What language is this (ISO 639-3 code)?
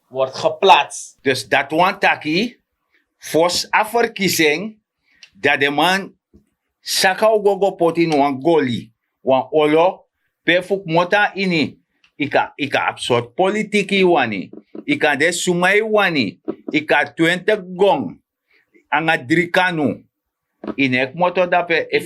srn